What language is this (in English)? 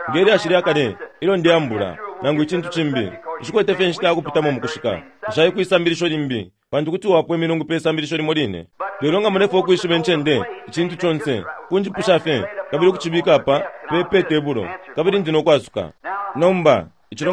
Bemba